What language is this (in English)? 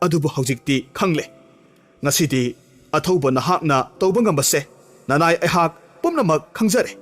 Manipuri